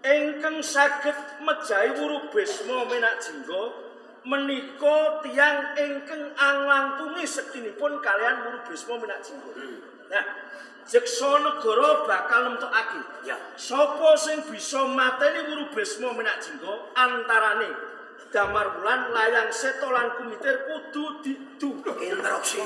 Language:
Javanese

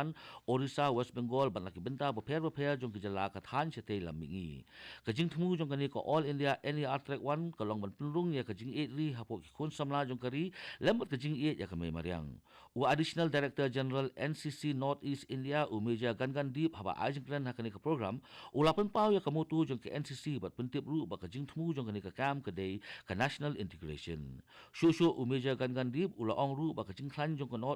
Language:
Khasi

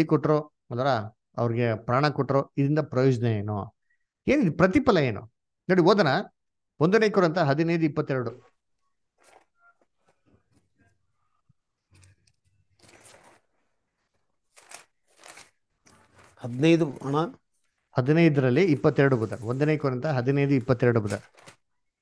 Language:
Kannada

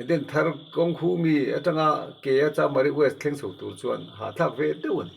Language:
Mizo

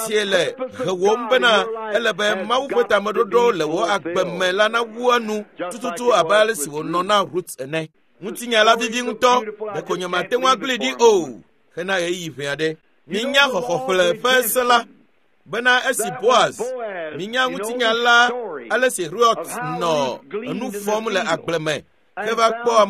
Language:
Ewe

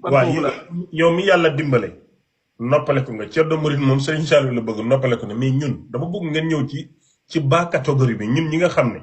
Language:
Wolof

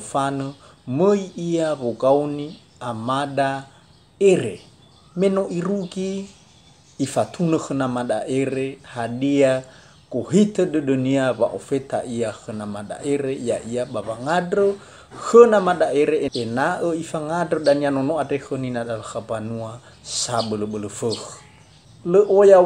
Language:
Nias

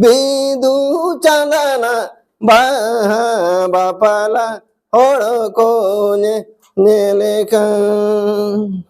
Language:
Santali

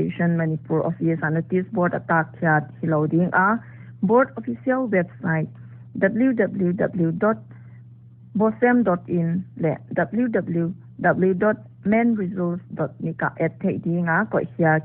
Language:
Paite Chin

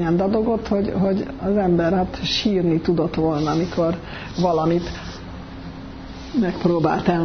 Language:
Hungarian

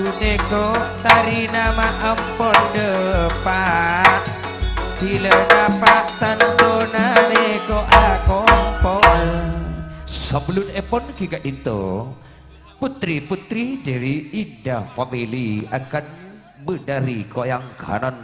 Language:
Madurese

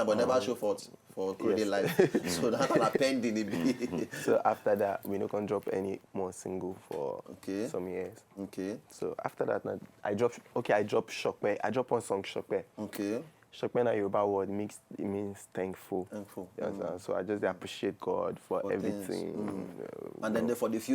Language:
Nigerian Pidgin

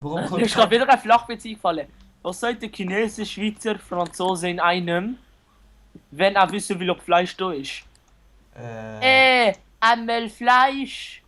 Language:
Swiss German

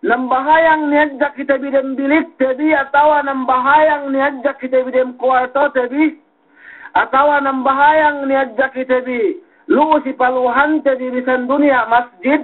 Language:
Yakan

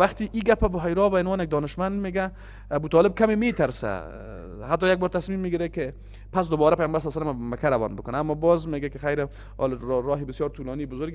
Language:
Persian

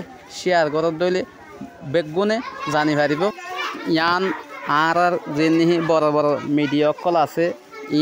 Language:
Rohingya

